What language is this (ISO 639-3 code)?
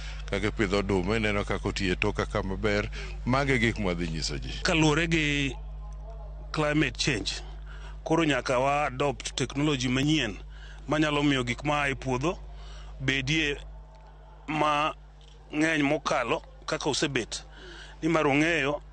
luo